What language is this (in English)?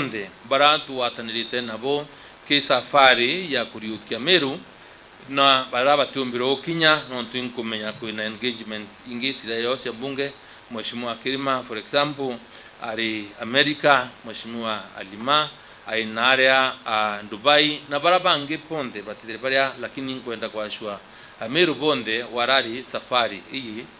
Meru